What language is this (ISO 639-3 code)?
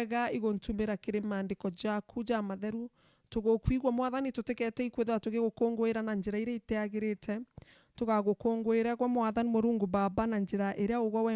mer